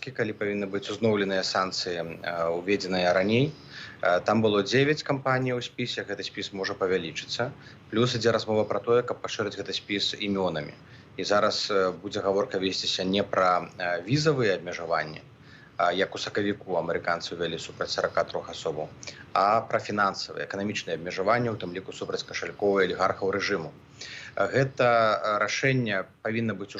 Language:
Belarusian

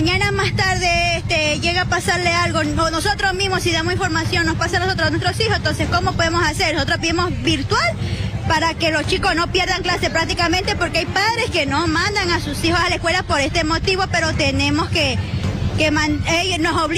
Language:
Spanish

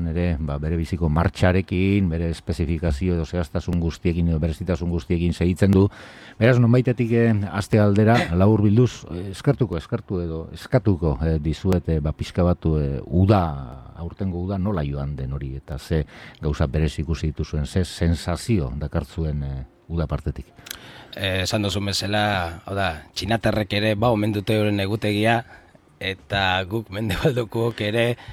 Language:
Basque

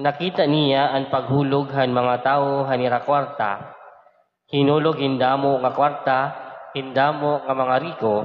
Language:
Waray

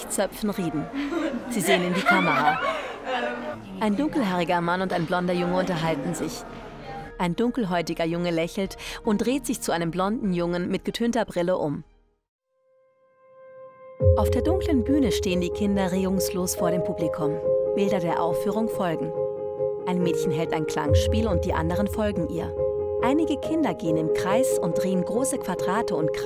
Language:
German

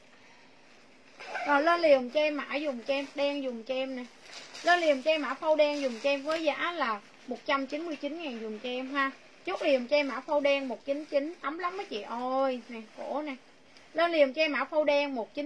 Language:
Vietnamese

